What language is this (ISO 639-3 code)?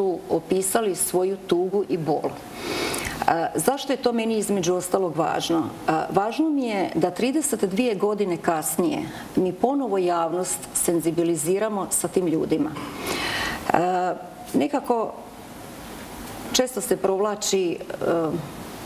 hrv